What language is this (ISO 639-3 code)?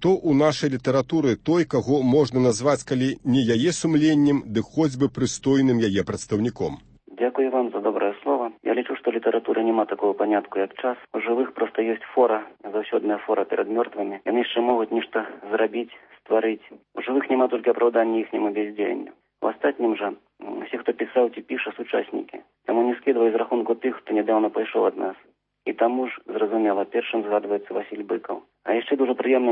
bel